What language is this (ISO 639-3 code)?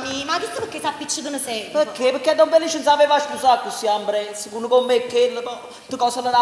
nap